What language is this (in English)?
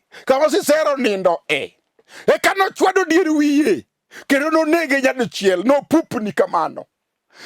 Luo (Kenya and Tanzania)